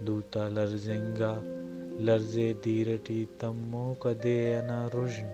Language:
Brahui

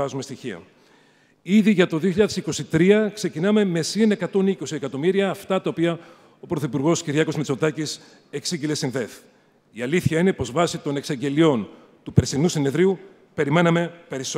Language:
Greek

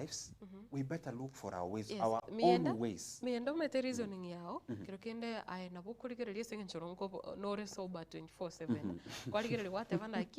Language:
Gusii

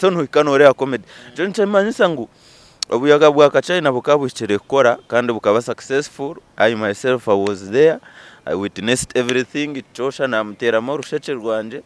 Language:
Nyankole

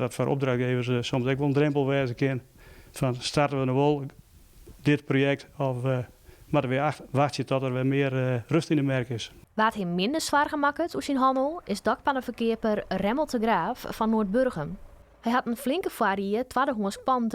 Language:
Western Frisian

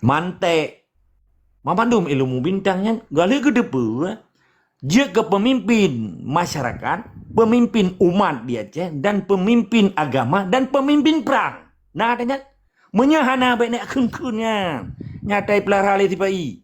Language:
Achinese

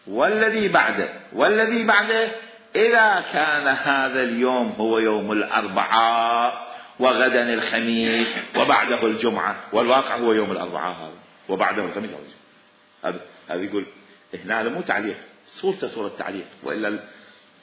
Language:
Mesopotamian Arabic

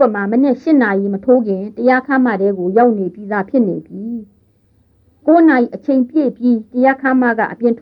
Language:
Burmese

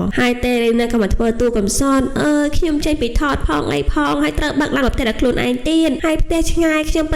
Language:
Khmer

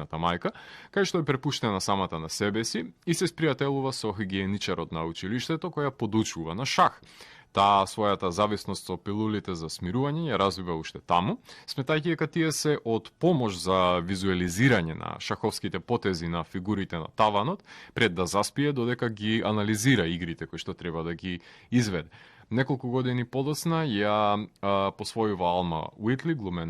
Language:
Macedonian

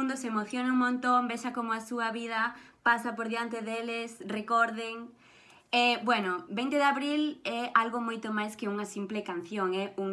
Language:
Galician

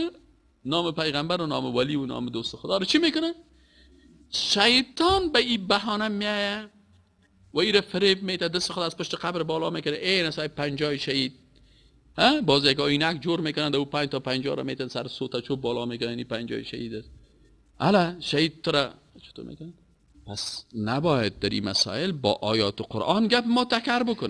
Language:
Persian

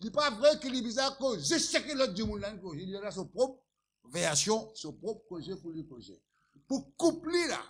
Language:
Morisyen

